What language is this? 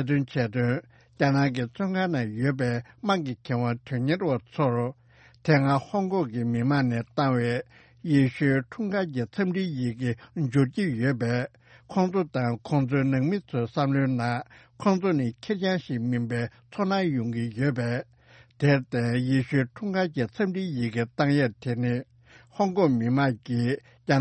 Tibetan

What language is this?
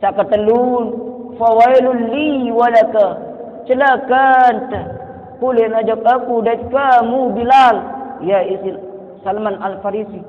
Sasak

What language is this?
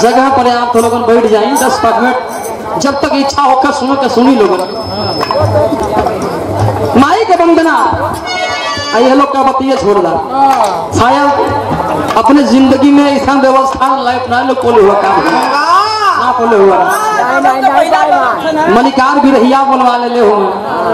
Bhojpuri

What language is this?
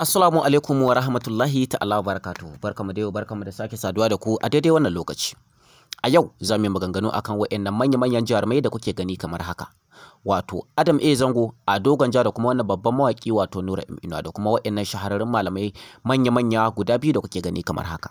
Hausa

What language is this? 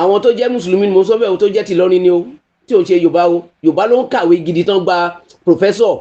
Yoruba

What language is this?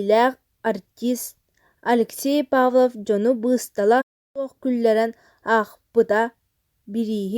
Yakut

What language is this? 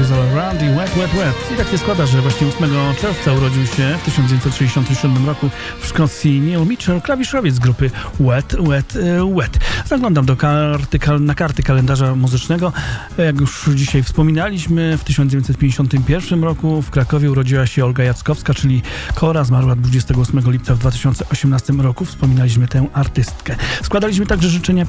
Polish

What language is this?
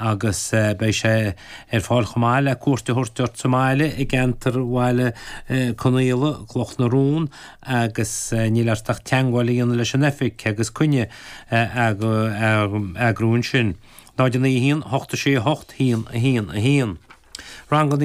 Irish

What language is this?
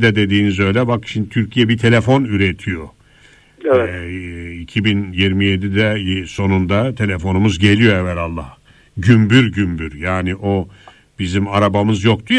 Turkish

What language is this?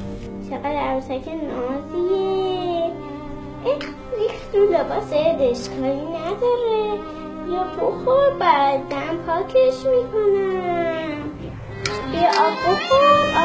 Persian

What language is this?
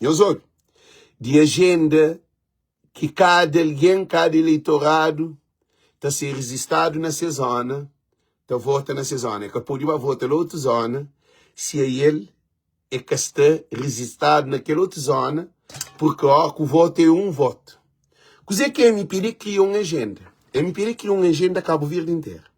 Kabuverdianu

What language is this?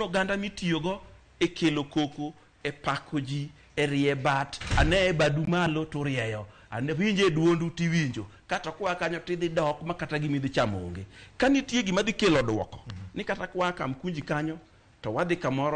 Luo (Kenya and Tanzania)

